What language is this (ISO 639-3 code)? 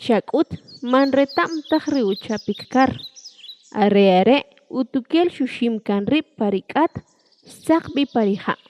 quc